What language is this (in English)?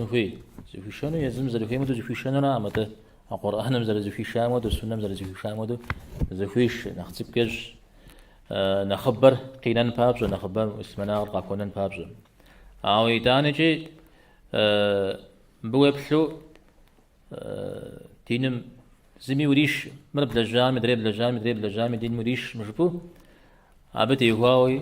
Kabardian